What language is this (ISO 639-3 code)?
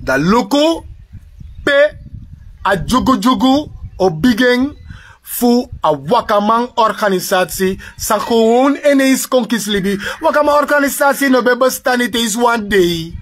srn